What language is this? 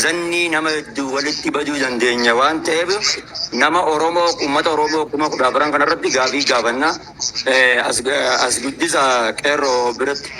Oromo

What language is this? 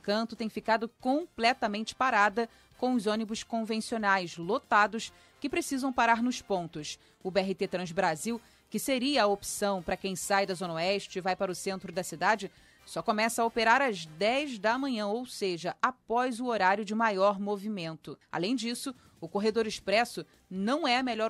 Portuguese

